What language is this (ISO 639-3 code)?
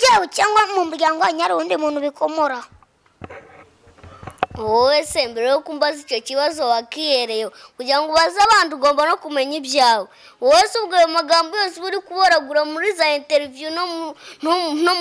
kin